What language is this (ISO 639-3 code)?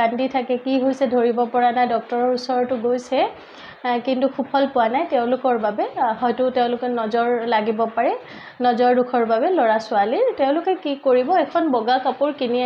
asm